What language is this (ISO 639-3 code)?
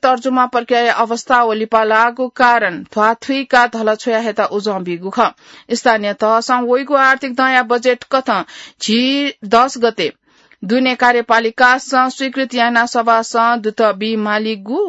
new